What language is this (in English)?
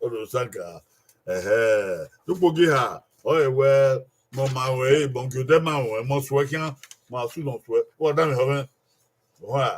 Bini